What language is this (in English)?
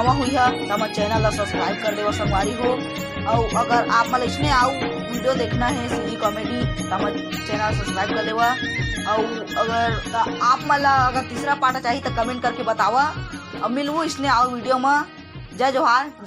Chhattisgarhi